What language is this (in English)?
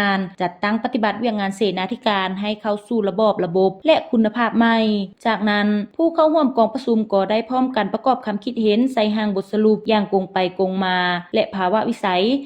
Lao